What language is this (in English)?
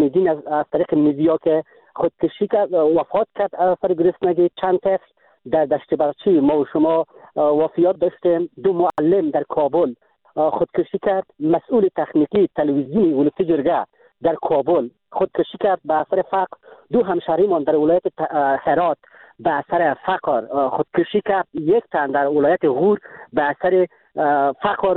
Persian